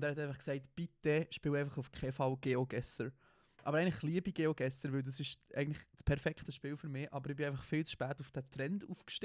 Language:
Swiss German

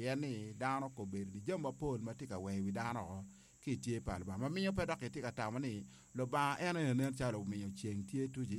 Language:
Acoli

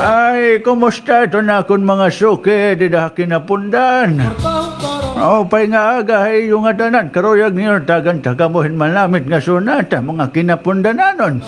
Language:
Waray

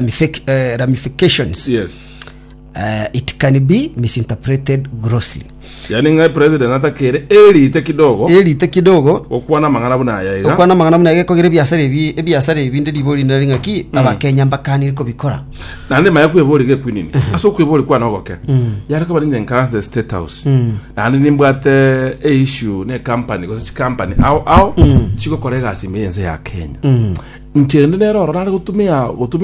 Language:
Gusii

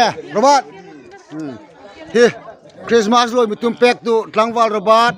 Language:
Hmar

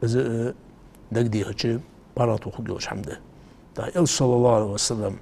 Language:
Ingush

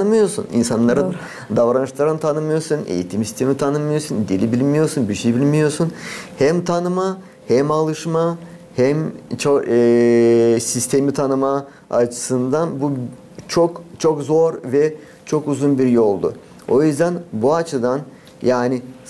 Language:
Gagauz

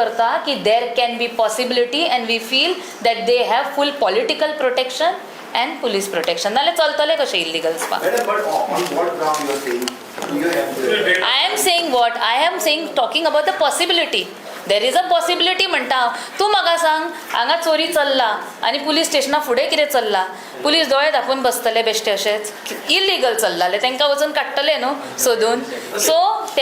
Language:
Konkani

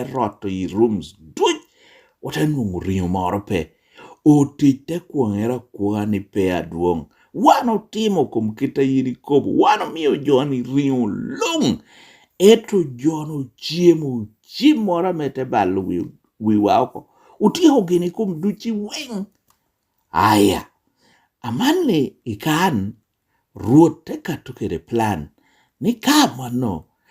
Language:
Lango (Uganda)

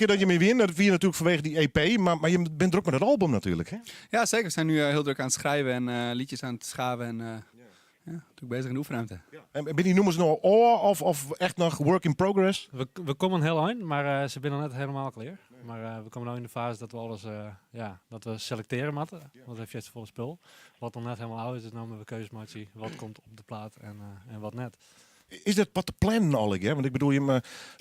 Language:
Western Frisian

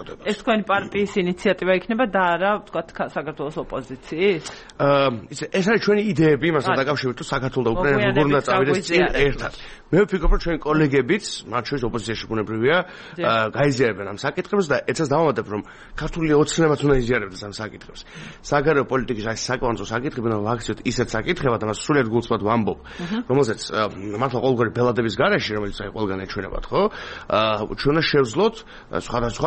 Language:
Georgian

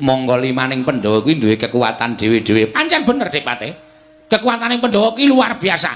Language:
Javanese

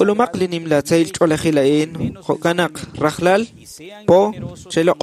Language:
Kekchí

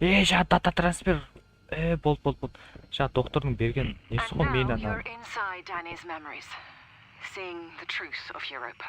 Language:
Kara-Kalpak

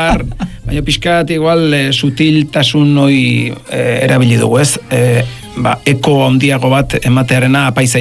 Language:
Basque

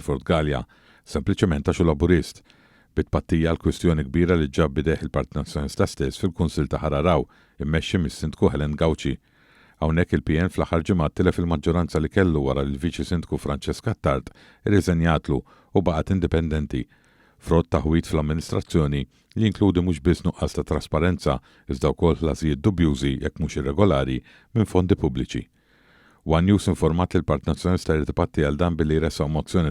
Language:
Maltese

